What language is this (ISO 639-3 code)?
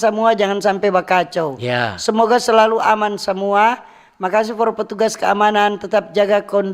xmm